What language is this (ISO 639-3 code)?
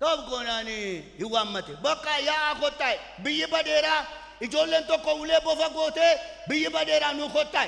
orm